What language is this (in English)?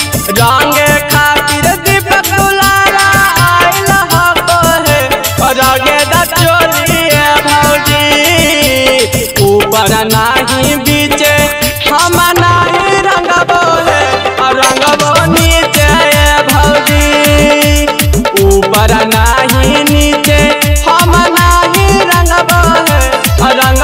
Bhojpuri